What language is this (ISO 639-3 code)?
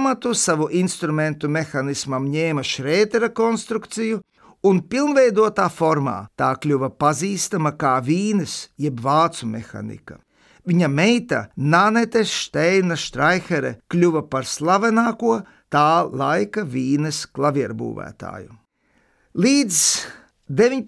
lav